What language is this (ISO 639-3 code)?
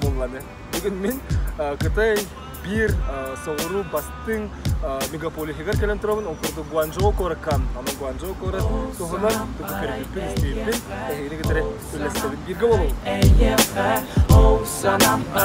sah